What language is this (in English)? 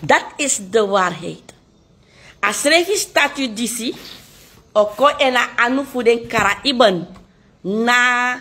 Sranan Tongo